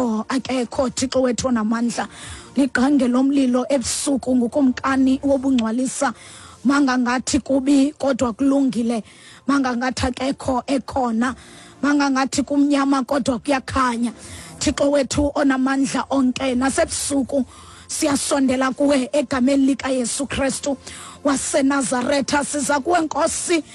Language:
Xhosa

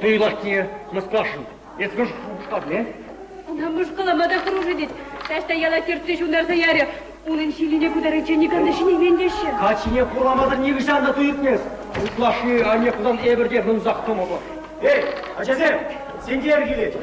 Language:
Chuvash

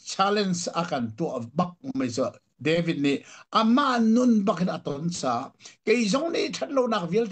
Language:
Hakha Chin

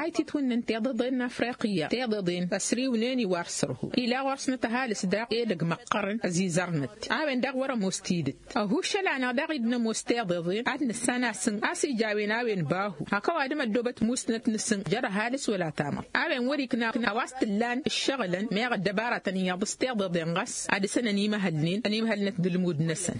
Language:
Tamasheq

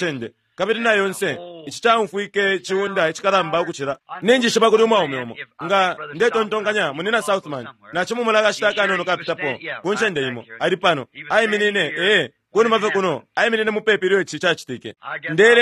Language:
Bemba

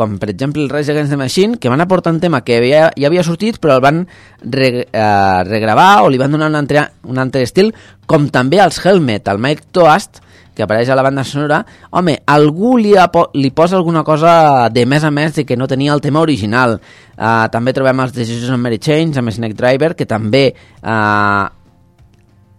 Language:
Catalan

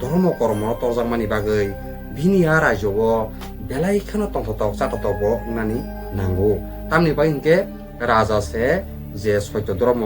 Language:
Kok Borok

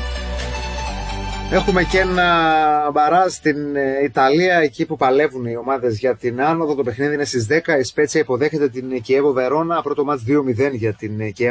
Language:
Greek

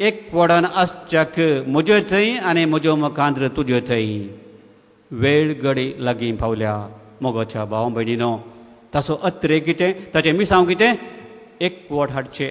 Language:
Konkani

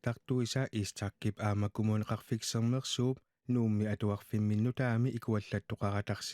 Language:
Kalaallisut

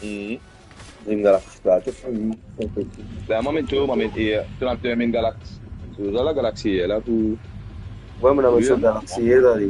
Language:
Morisyen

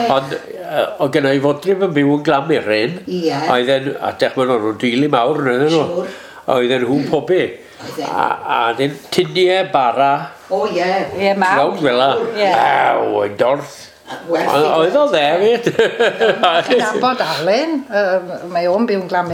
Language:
Welsh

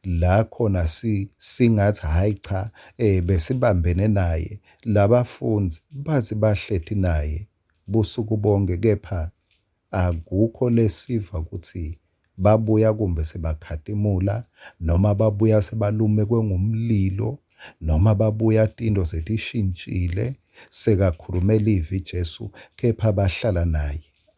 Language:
Swati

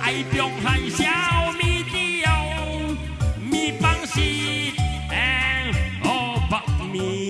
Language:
Batak Karo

